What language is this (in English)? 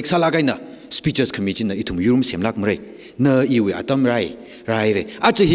Tangkhul Naga (India)